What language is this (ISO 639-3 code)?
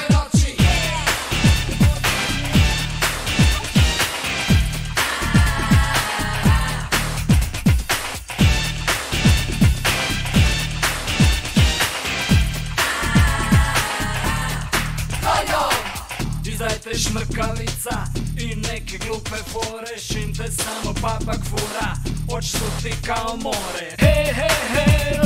hrv